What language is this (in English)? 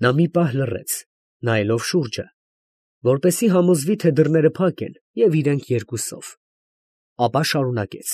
Armenian